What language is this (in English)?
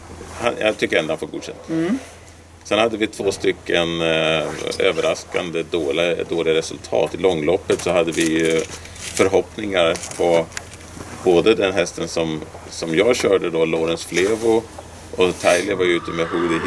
Swedish